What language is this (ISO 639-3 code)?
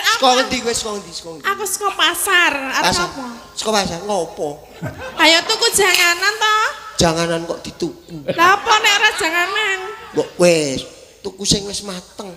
jav